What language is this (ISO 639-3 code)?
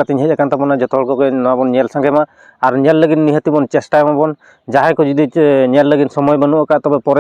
sat